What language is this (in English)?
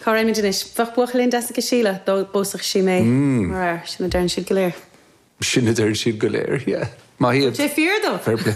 Irish